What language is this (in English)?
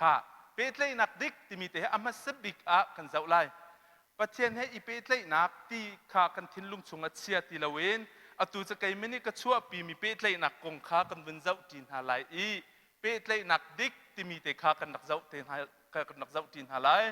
Hakha Chin